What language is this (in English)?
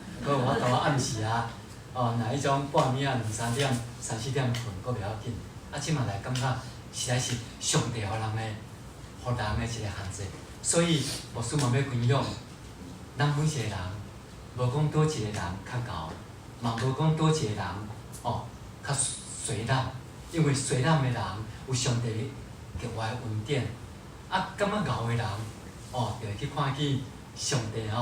Min Nan Chinese